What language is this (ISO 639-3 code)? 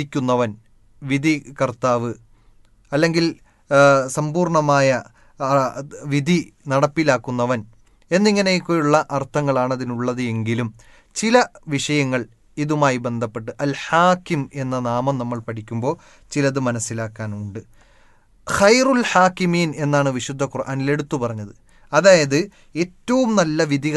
mal